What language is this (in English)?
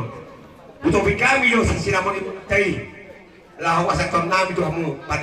Batak Toba